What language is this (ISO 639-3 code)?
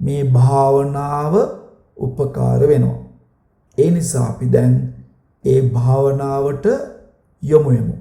sin